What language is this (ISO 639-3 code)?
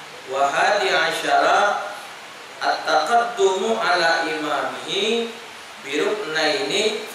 mui